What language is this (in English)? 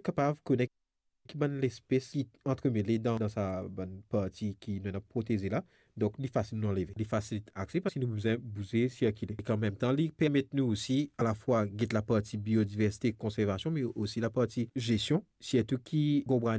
Morisyen